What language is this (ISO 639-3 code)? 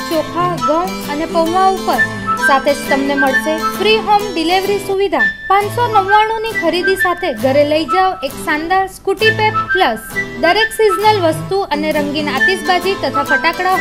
guj